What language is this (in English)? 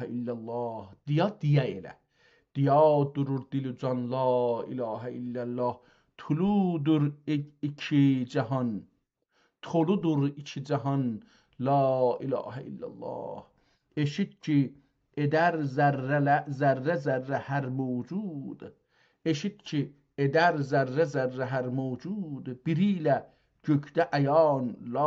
South Azerbaijani